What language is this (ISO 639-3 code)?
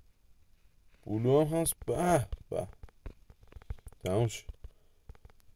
fas